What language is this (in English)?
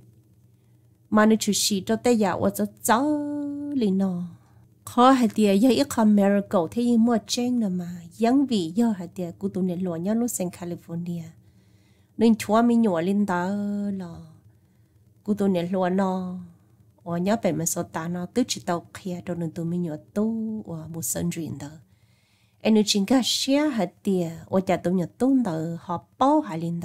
Vietnamese